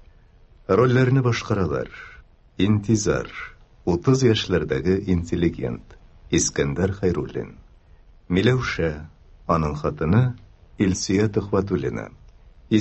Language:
Tatar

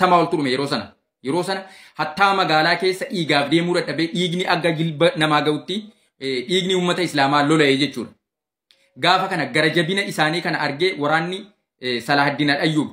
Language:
Oromo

